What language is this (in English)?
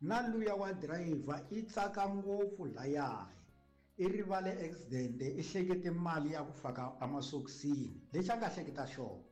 Tsonga